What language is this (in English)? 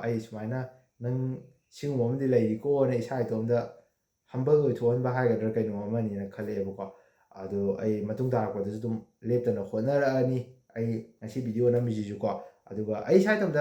Manipuri